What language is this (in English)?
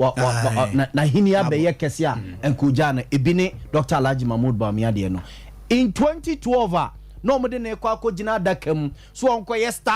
Akan